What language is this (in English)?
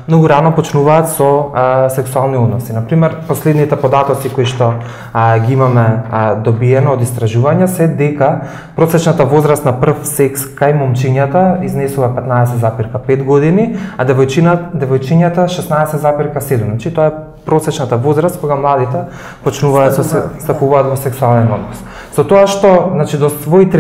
Macedonian